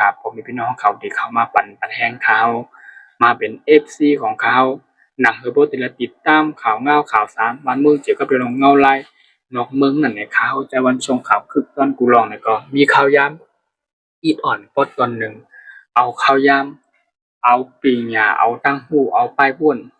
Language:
Shan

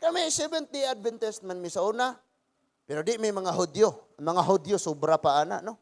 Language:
Cebuano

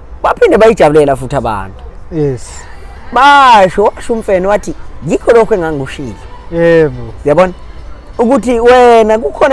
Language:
Zulu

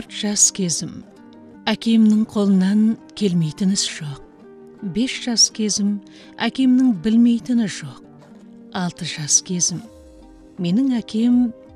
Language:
Kazakh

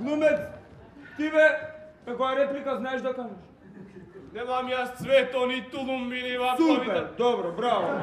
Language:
Macedonian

